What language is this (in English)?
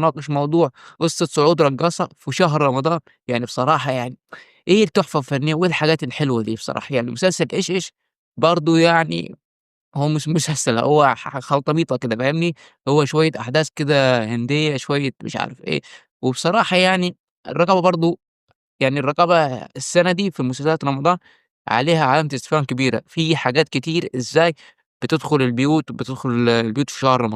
Egyptian Arabic